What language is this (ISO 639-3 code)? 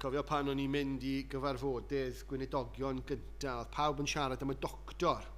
cym